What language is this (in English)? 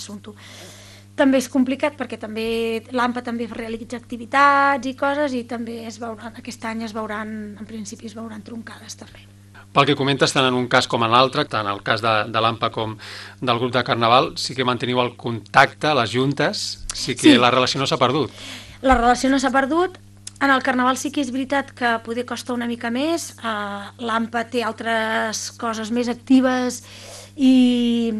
Catalan